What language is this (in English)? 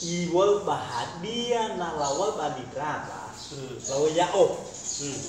Nias